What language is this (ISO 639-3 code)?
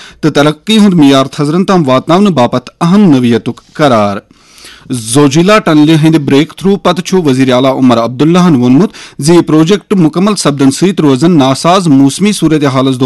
kas